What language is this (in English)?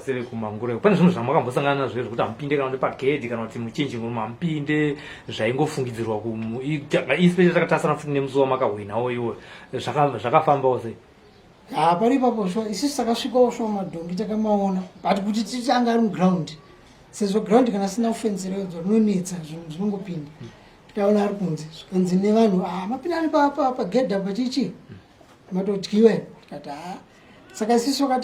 Shona